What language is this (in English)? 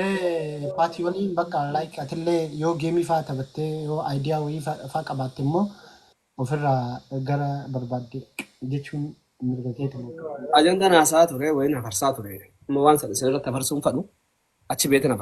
Oromo